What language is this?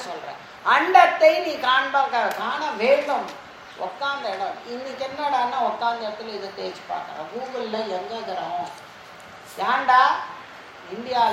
Tamil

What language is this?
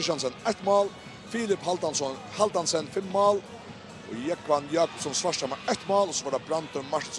Faroese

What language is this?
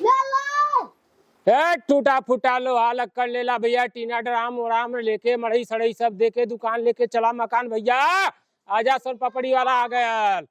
Bhojpuri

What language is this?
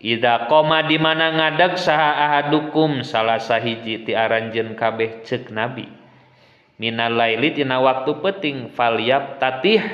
Sundanese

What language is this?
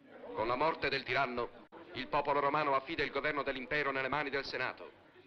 Italian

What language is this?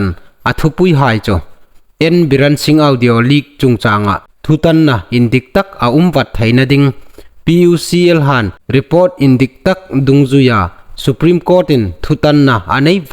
Hmar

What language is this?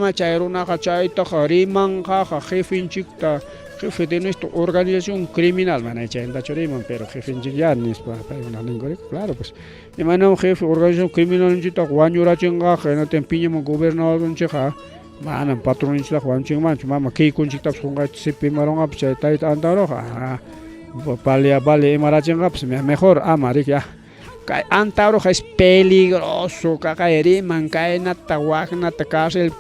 Ayacucho Quechua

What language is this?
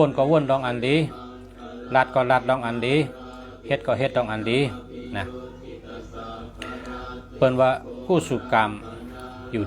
Shan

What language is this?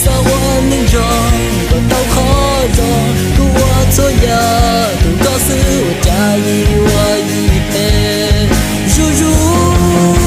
Hmong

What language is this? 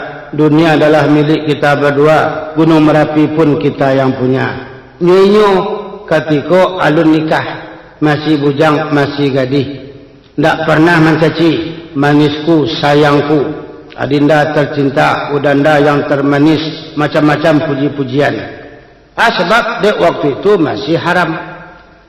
Minangkabau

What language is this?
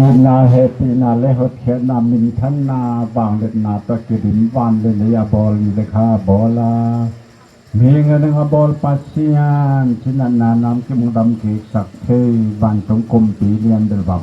Tedim Chin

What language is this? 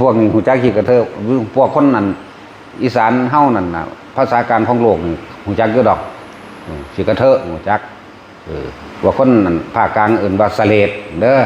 Northeastern Thai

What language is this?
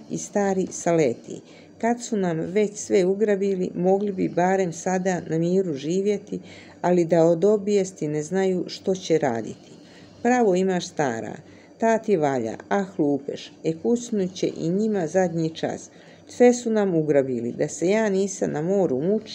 Croatian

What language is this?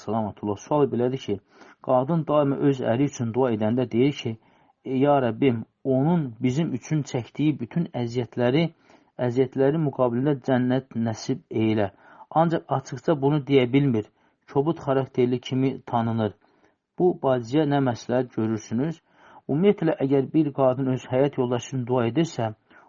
Azerbaijani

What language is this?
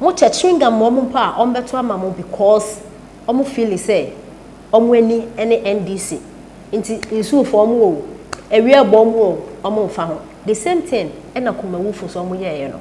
Akan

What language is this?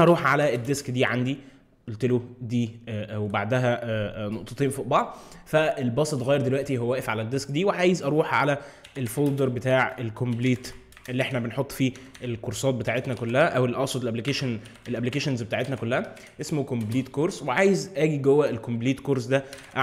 Egyptian Arabic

